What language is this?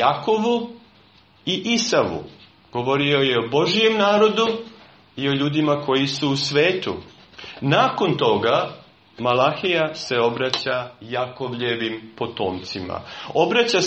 Serbian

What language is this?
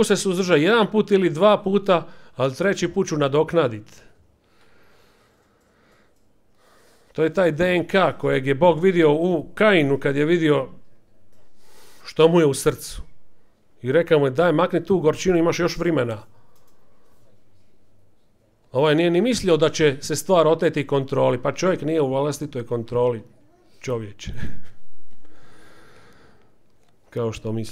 Croatian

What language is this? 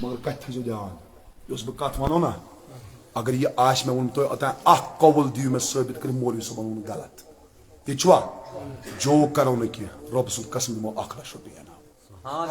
Kashmiri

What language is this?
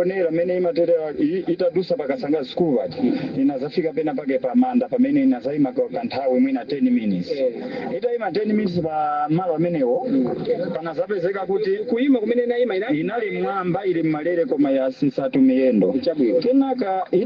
Nyanja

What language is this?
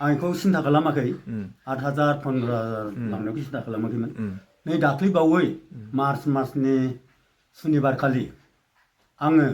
Bodo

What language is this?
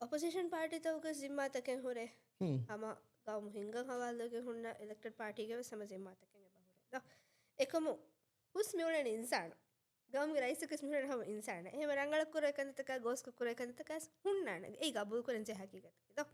Divehi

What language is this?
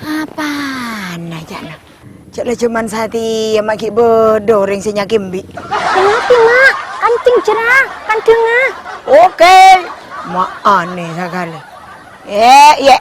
Madurese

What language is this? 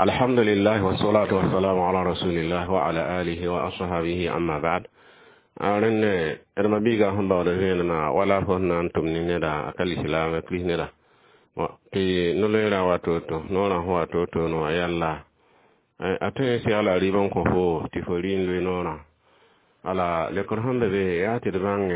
Mossi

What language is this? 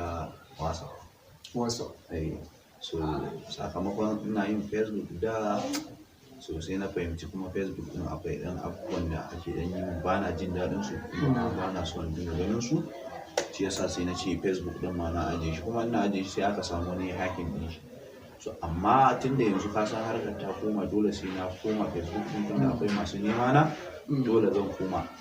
Hausa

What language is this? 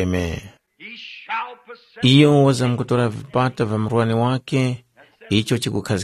Tumbuka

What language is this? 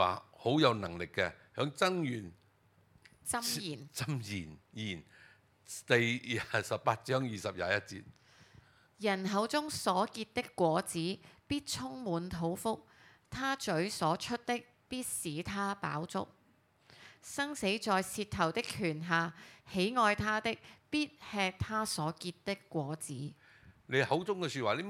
Cantonese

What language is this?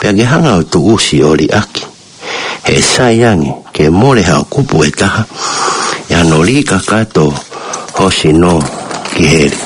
Tongan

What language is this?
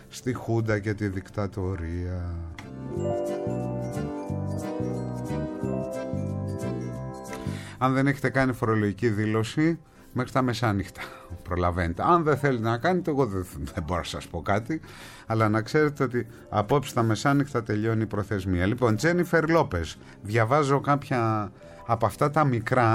Greek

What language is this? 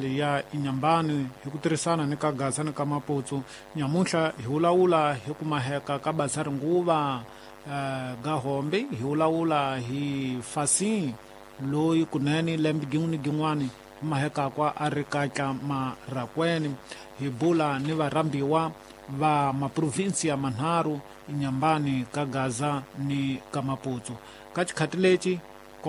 Tsonga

